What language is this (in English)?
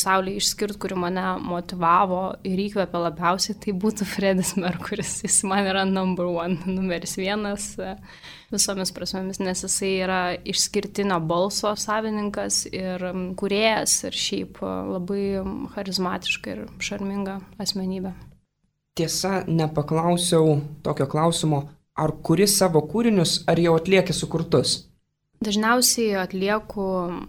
Lithuanian